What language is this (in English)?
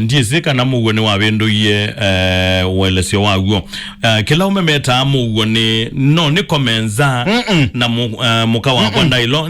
Kamba